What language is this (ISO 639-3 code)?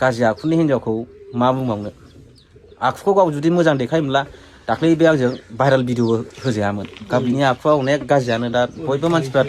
brx